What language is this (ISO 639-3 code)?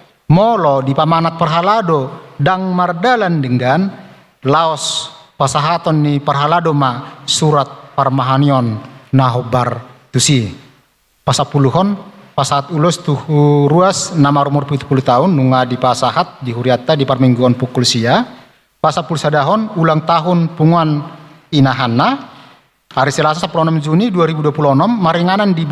bbc